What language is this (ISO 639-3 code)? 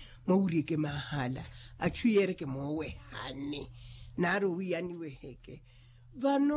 vmw